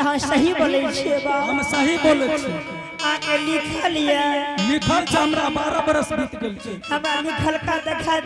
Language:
Angika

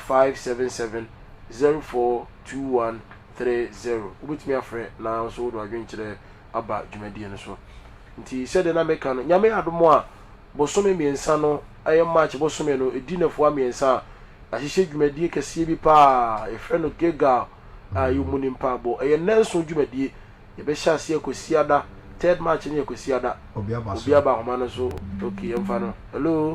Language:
Akan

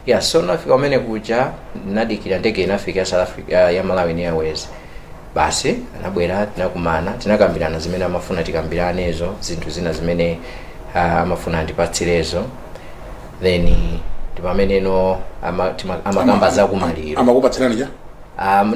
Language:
Nyanja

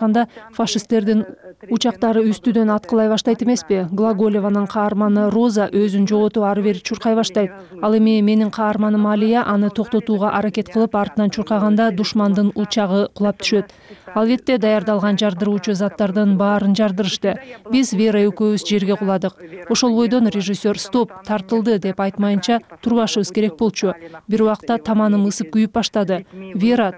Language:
Kyrgyz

